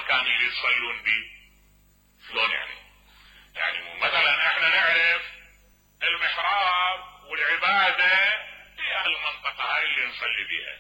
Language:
Mesopotamian Arabic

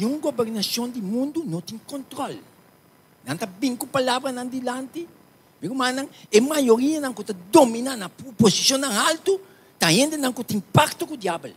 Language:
Papiamento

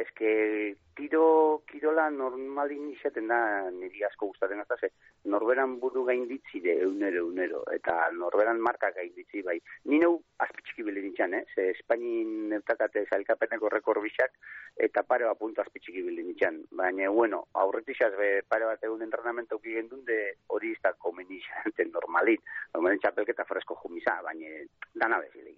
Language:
Basque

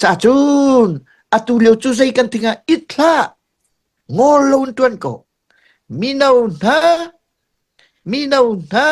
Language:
Hakha Chin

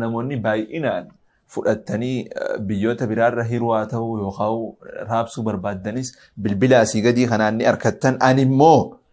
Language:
Oromo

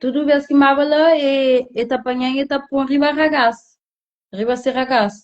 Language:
Kabuverdianu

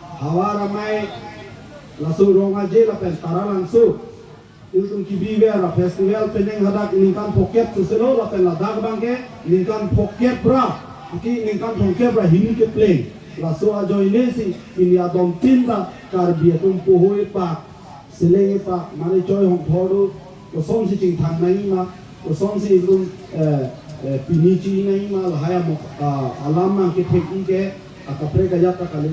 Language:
Karbi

